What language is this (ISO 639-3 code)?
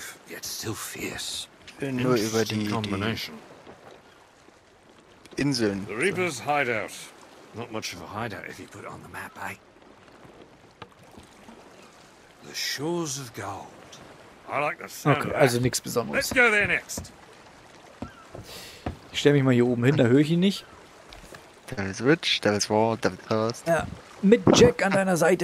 deu